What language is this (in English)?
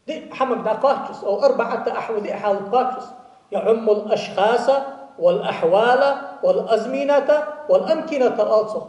Ingush